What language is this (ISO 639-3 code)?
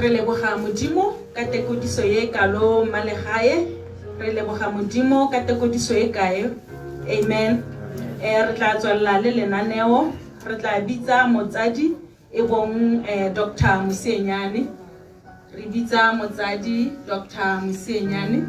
tsn